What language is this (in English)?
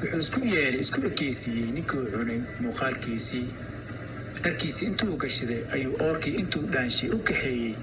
Somali